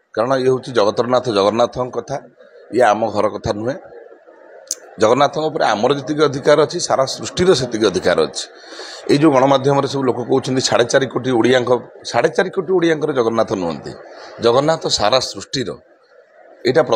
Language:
Odia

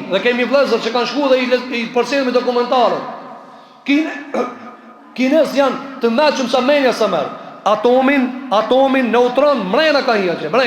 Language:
Albanian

